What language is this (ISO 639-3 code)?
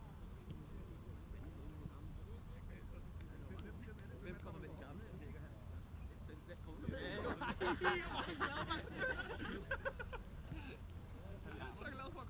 dan